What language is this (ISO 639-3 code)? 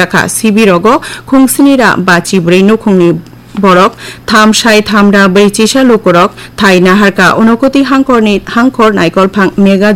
trp